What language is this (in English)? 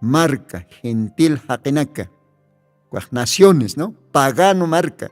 Aymara